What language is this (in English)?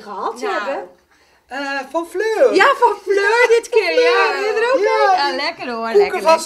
Dutch